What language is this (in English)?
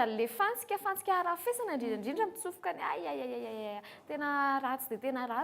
Malagasy